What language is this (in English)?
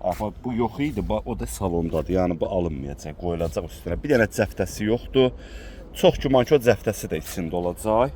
Azerbaijani